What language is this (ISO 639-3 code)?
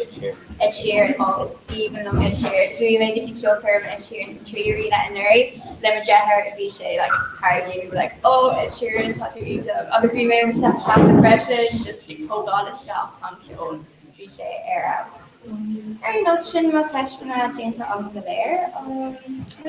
gle